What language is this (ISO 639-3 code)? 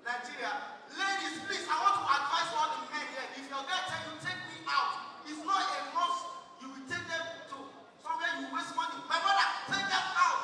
pcm